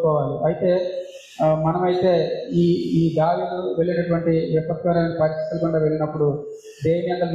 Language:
Telugu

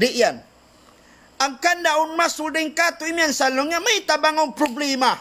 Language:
Tausug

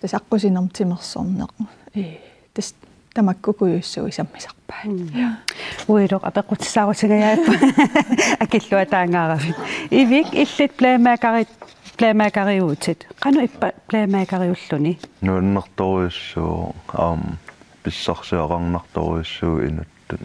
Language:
Kalaallisut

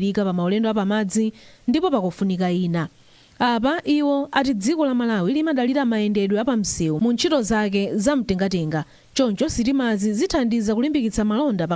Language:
Nyanja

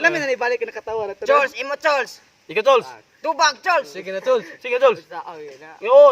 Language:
Cebuano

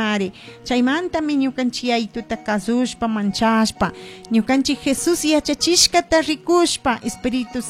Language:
Chimborazo Highland Quichua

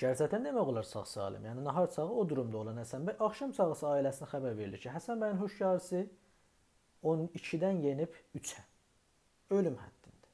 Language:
South Azerbaijani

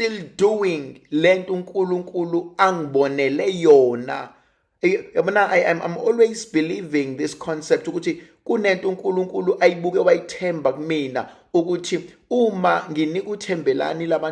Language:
Zulu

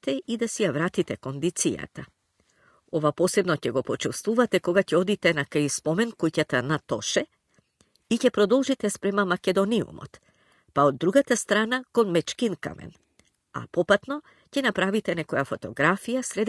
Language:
Macedonian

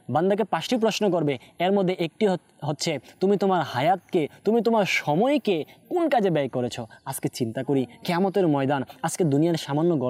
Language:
Bangla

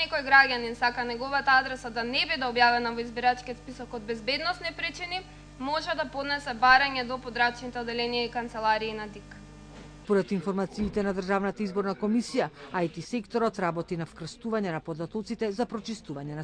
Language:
Macedonian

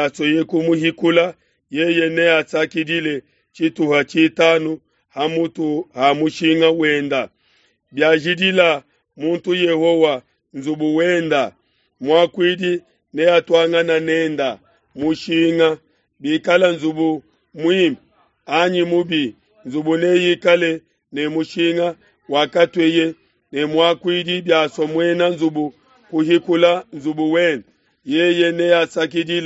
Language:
Luba-Lulua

